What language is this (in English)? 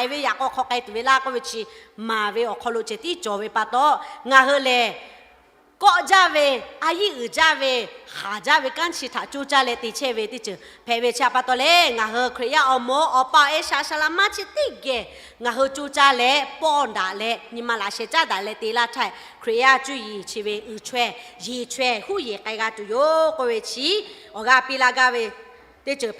Lahu